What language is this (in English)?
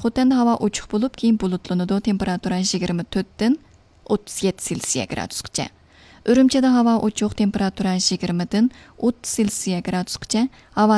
Uyghur